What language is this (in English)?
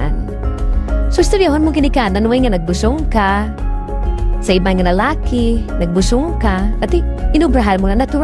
Hiligaynon